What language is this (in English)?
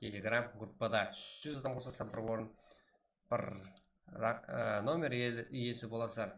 Kara-Kalpak